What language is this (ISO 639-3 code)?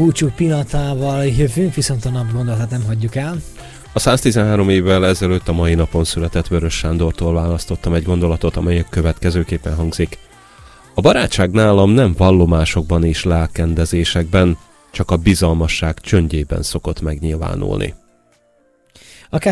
hun